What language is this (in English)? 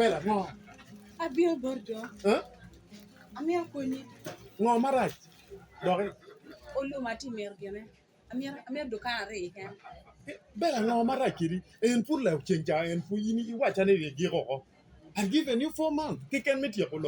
Acoli